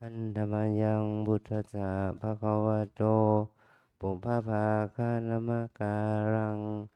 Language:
Pali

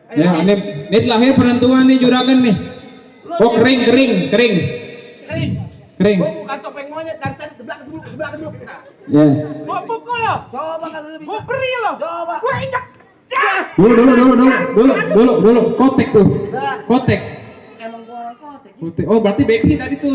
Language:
Betawi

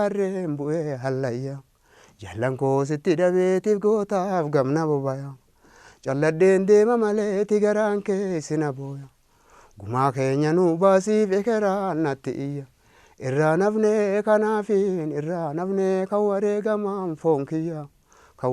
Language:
Oromo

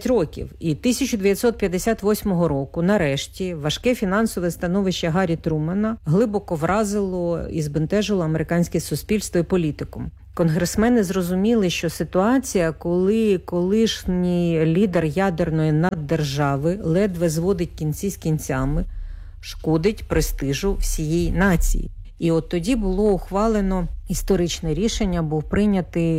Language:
Ukrainian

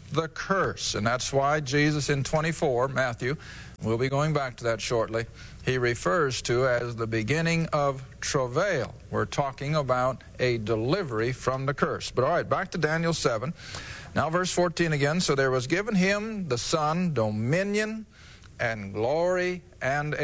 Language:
English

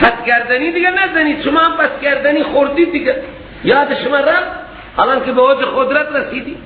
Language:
Persian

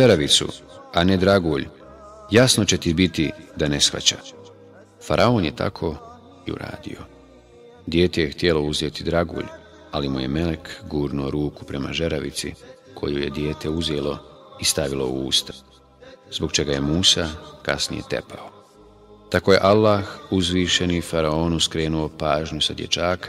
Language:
Bosnian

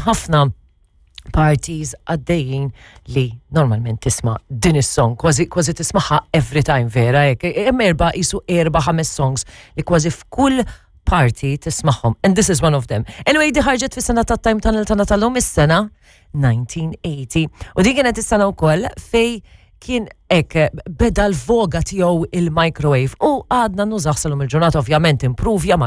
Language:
Maltese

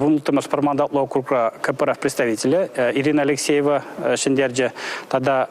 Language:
Chuvash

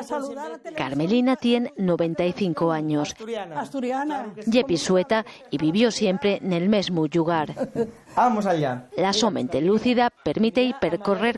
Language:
Asturian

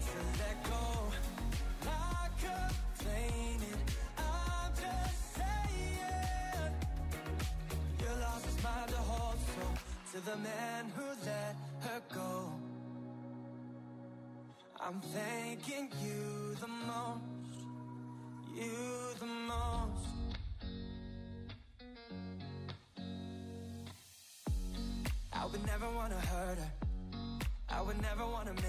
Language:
English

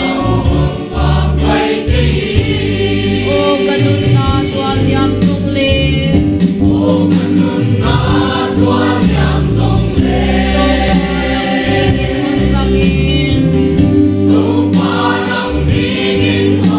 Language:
Paite Chin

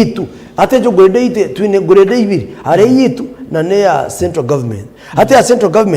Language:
Nyankole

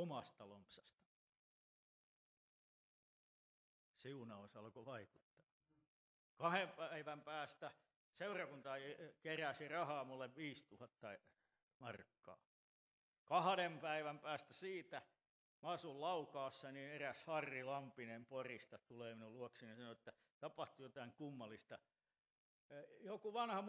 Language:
Finnish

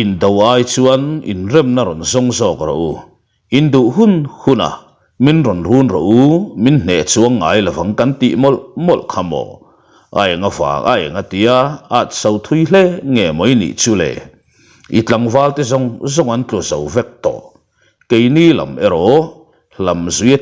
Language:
Mizo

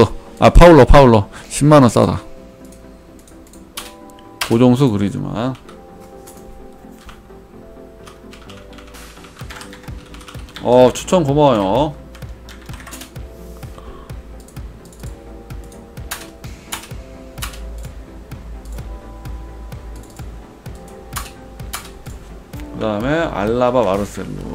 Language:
Korean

